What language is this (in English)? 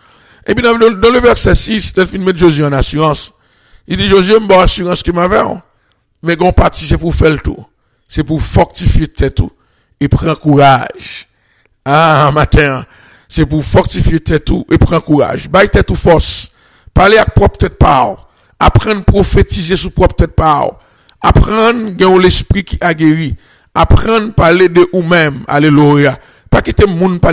French